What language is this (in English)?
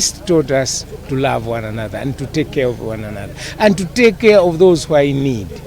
English